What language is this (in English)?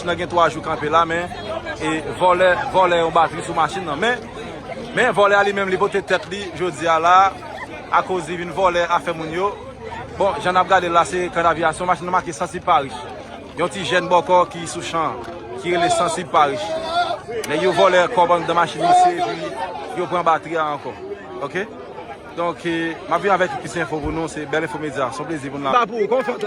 Haitian Creole